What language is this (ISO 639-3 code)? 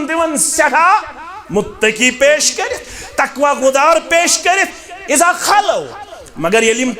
kas